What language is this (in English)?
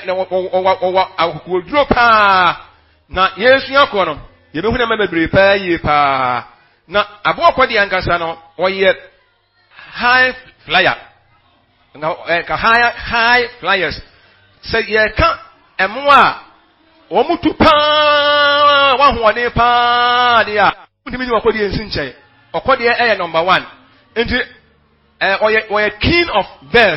Akan